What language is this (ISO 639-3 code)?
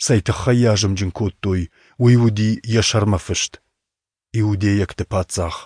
oss